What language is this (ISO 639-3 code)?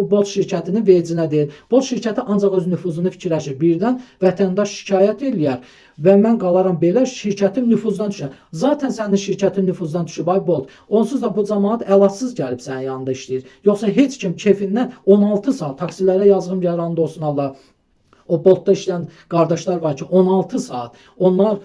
aze